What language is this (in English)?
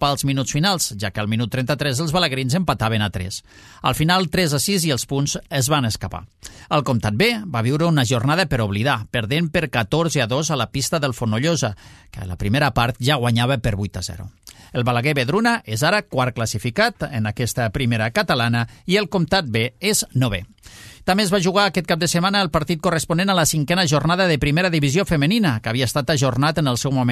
Catalan